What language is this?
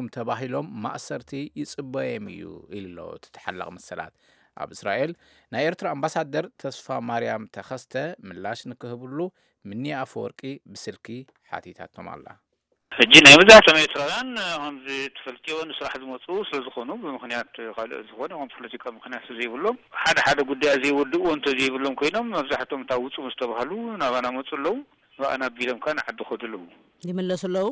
Tigrinya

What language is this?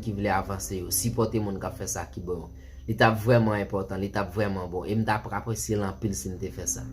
Haitian Creole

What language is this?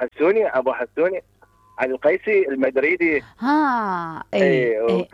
Mesopotamian Arabic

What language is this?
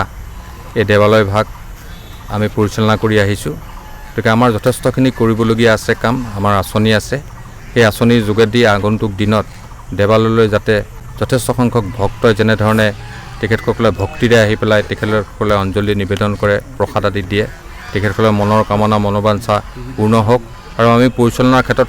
Assamese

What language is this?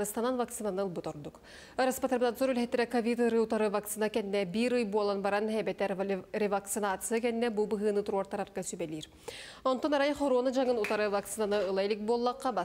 Yakut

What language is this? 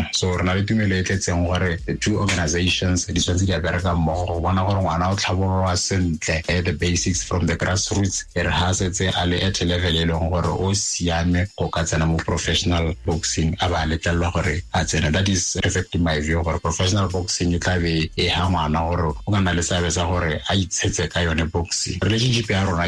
Tswana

